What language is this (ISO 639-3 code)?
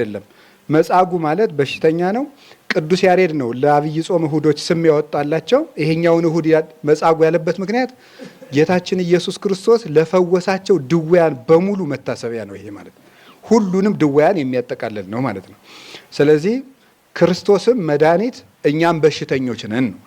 amh